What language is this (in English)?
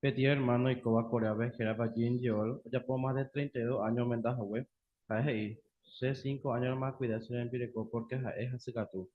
Guarani